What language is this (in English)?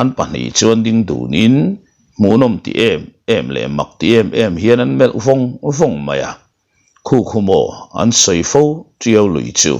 Mizo